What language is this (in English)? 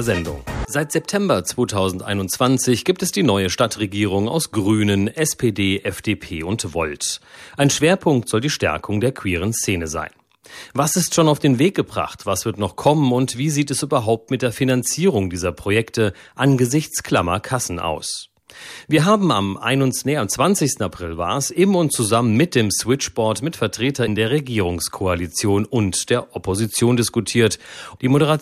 German